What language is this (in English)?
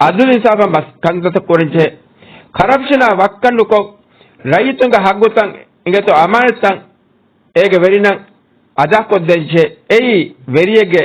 Divehi